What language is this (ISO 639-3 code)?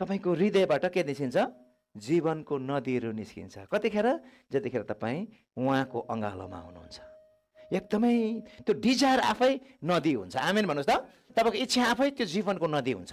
nep